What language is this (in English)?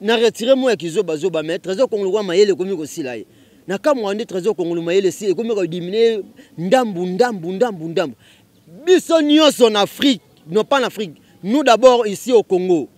Lingala